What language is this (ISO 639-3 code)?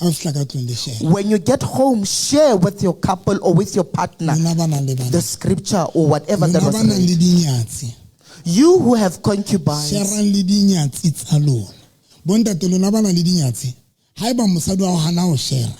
sot